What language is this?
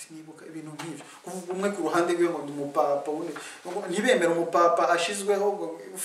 Rundi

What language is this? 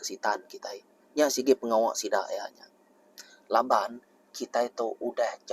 Iban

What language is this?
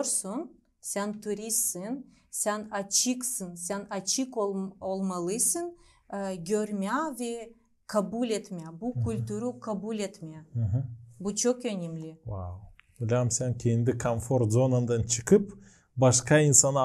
Gagauz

